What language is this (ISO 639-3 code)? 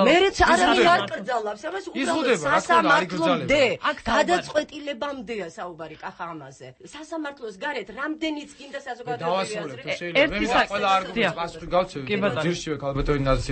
kat